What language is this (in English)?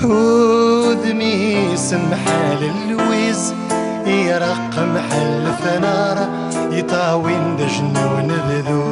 Kabyle